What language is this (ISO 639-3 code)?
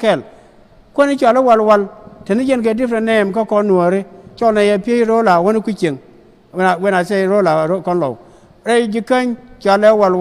nus